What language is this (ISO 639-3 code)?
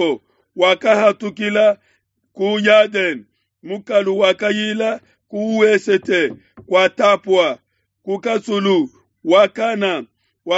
lua